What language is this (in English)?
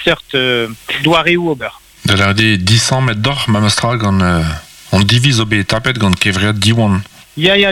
Breton